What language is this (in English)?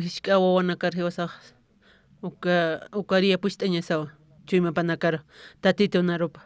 Aymara